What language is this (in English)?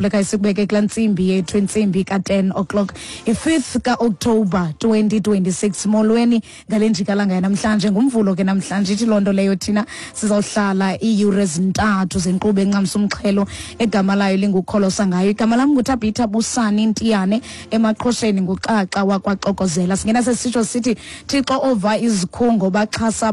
Xhosa